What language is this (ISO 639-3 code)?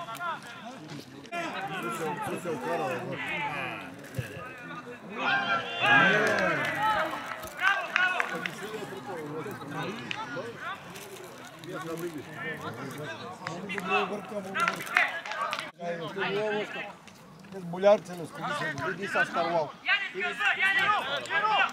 bul